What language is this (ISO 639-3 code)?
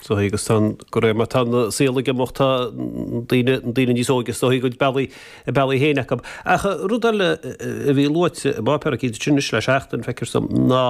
gle